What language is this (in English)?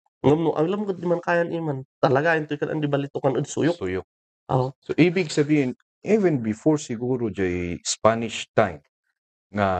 Kankanaey